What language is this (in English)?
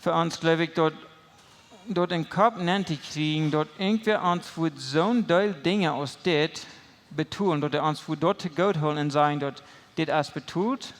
Plautdietsch